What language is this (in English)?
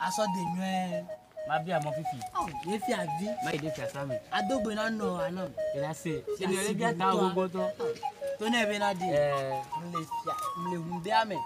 Ewe